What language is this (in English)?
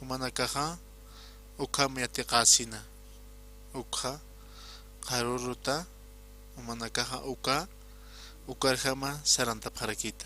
Aymara